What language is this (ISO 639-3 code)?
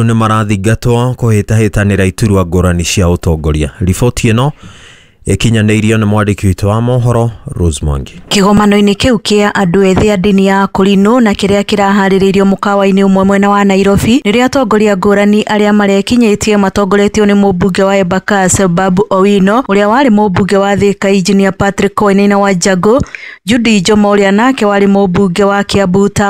kik